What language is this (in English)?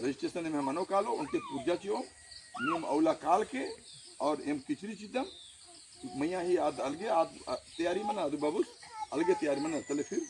Kurukh